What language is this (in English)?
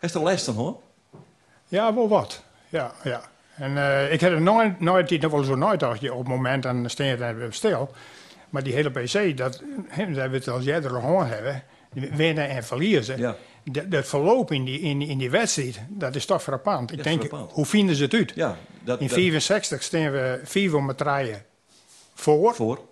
Western Frisian